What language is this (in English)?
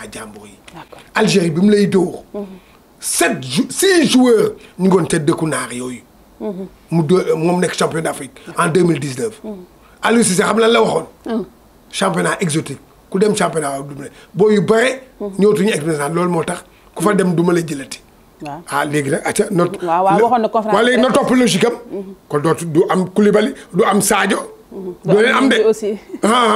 Wolof